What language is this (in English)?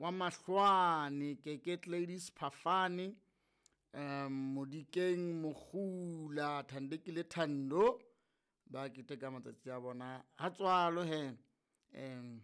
Southern Sotho